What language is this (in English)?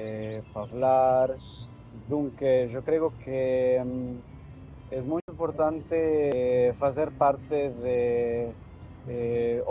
Ladino